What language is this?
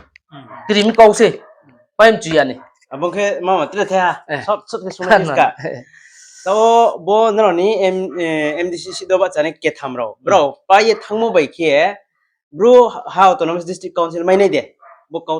Riang (India)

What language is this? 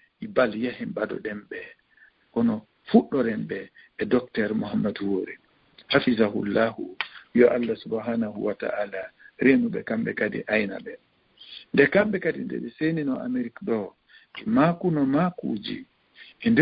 Fula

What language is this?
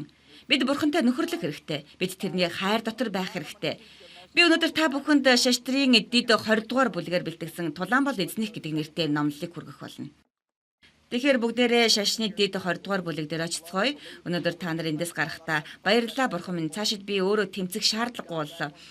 Mongolian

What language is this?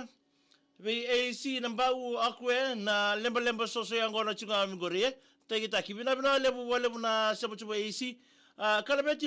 Fijian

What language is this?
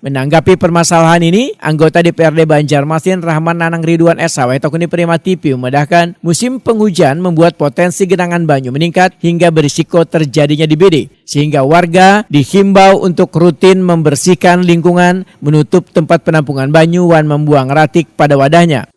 Banjar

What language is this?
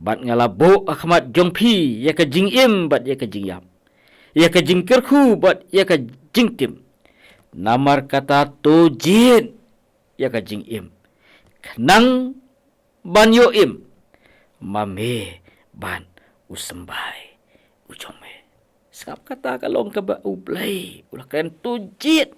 Khasi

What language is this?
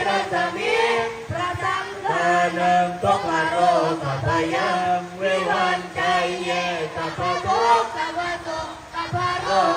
Pali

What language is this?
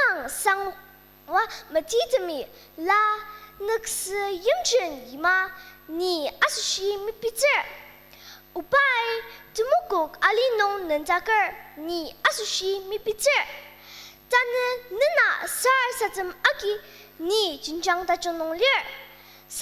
Ao Naga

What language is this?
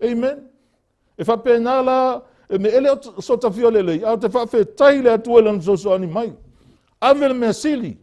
Samoan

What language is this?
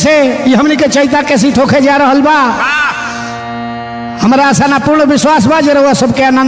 Bhojpuri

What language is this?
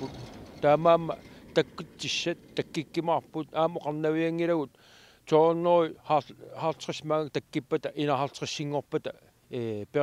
Kalaallisut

